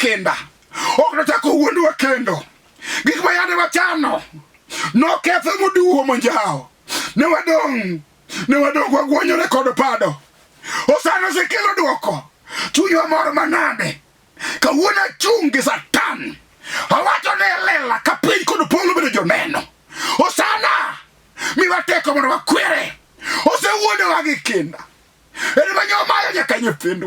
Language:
Luo (Kenya and Tanzania)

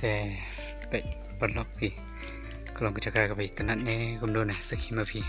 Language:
Khasi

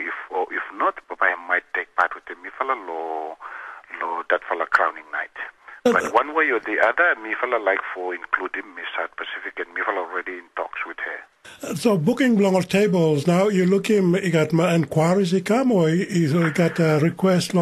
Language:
Tok Pisin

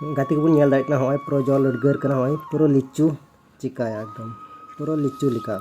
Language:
Santali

